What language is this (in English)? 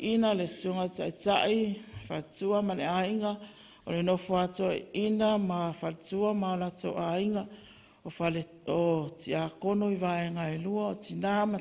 Samoan